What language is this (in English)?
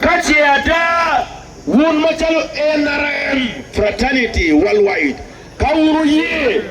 Acoli